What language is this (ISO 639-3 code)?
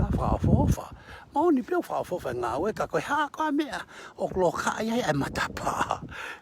ton